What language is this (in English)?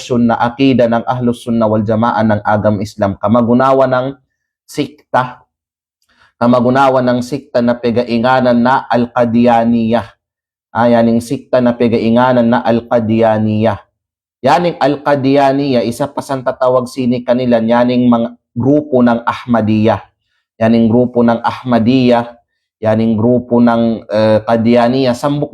Kalagan